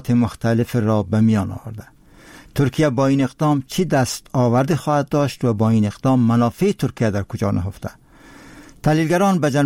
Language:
Persian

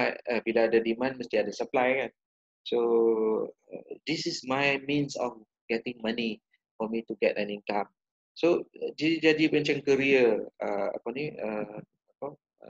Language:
Malay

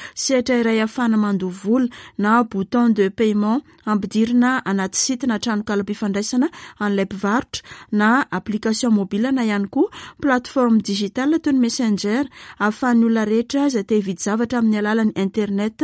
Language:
Malagasy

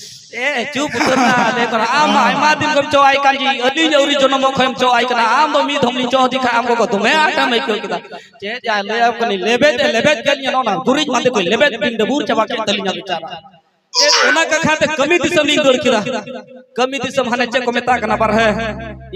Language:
Santali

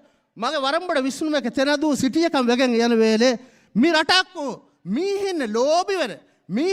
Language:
Divehi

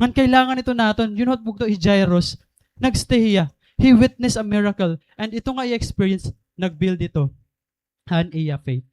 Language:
Waray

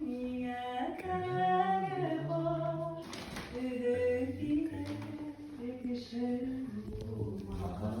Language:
Bashkir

